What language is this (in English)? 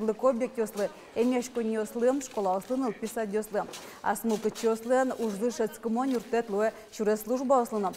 Udmurt